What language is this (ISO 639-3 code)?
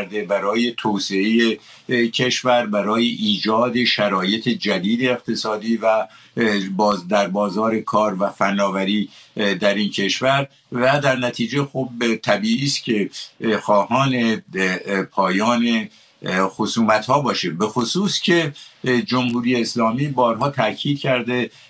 fas